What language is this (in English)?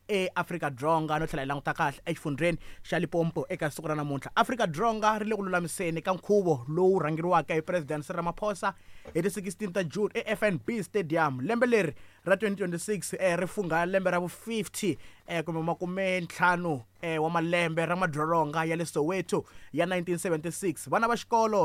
Tsonga